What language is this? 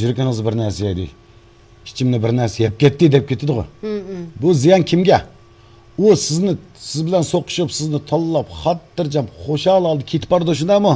Uyghur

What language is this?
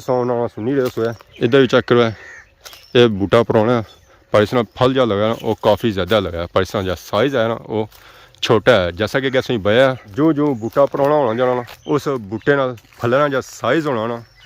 Pahari-Potwari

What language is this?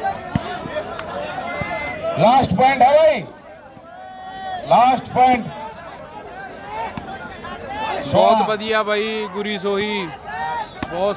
Hindi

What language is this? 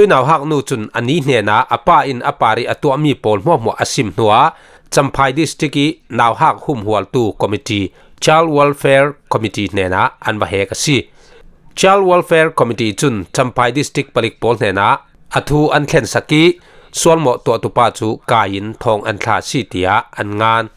Falam Chin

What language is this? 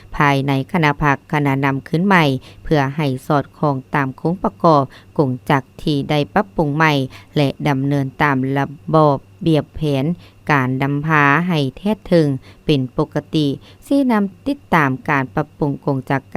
Lao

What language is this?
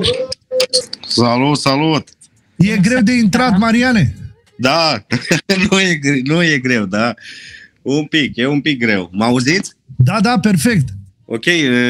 Romanian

